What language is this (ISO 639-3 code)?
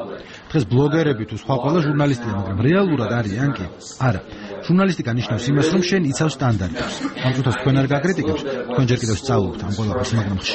kat